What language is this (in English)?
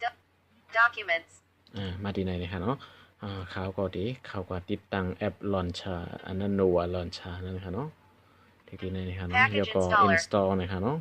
Shan